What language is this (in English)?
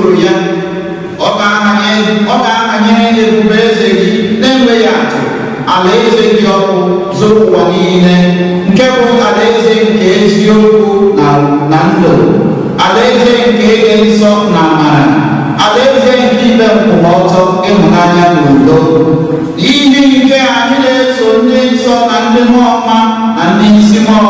Igbo